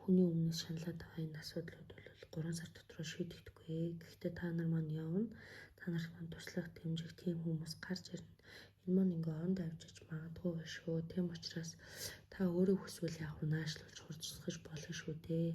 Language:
Mongolian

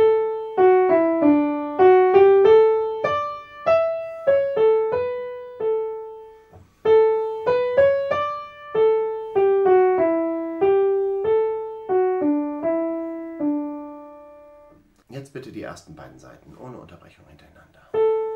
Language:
German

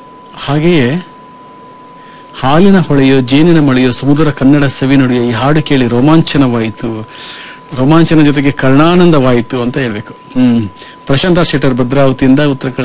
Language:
Kannada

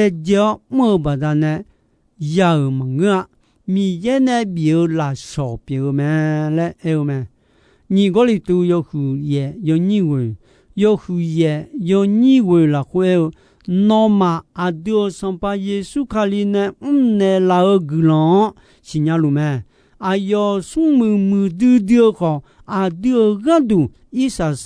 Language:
Akha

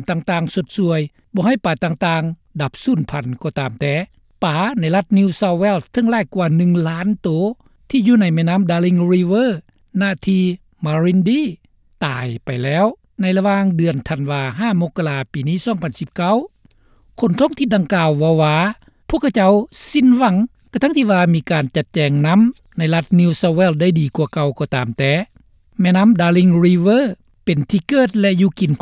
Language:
Lao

